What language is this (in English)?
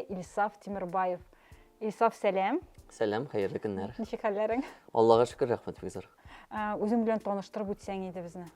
Tatar